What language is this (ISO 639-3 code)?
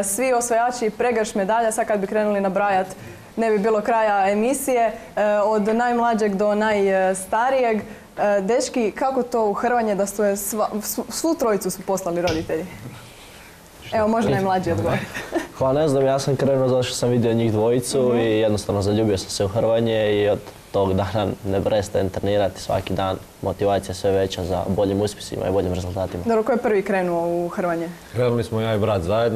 hrv